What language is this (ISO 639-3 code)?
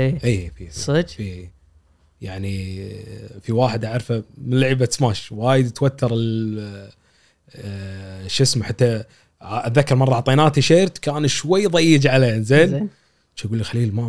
afb